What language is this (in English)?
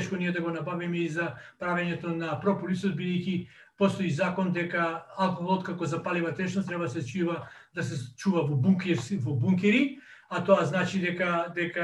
Macedonian